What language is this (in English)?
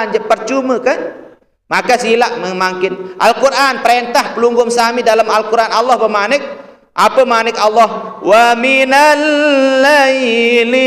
Sasak